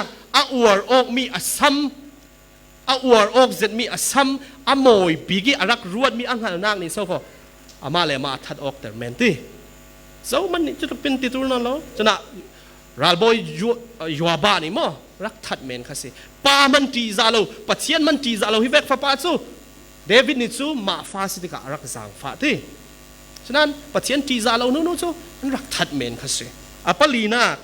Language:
Falam Chin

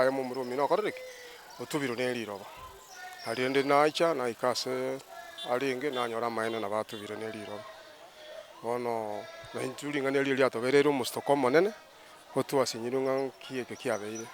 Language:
Gusii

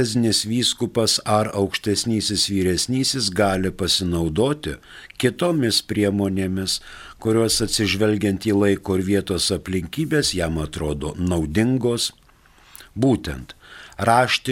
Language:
Lithuanian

